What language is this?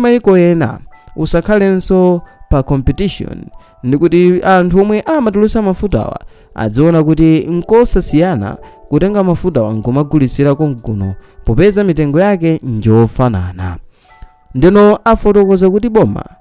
Nyanja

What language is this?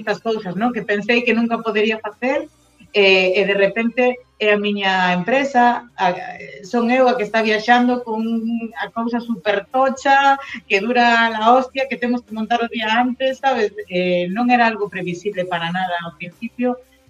Galician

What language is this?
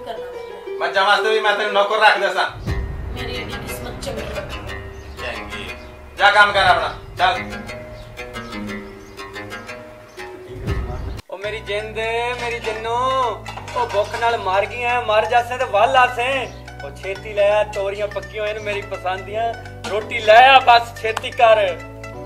Punjabi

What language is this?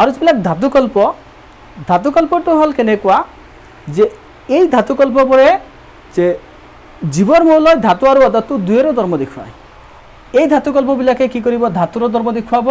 Assamese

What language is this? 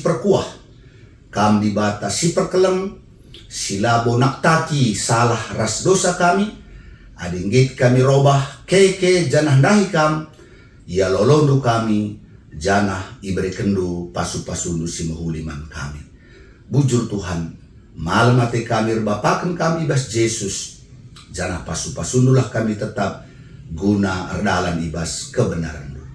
Batak Karo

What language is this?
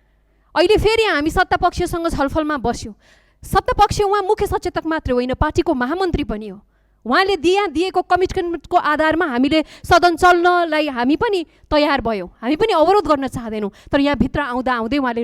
Nepali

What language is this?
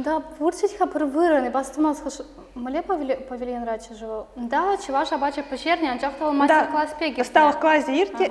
Chuvash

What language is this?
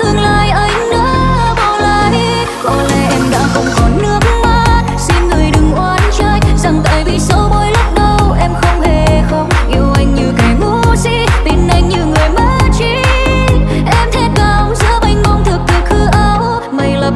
Vietnamese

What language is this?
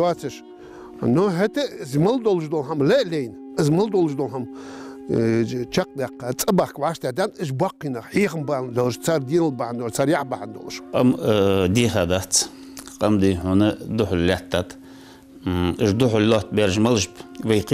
Ingush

